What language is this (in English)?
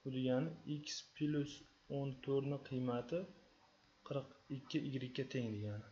Uzbek